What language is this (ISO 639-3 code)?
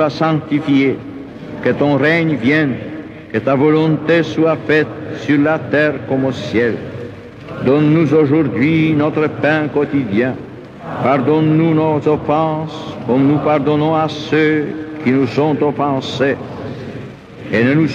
fra